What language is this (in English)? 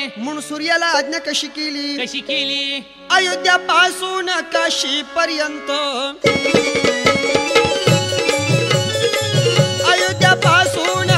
Marathi